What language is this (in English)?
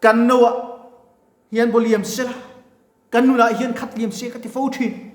Mizo